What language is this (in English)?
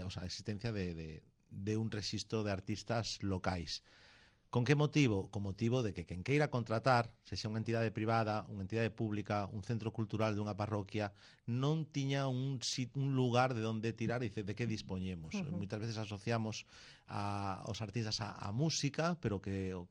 Galician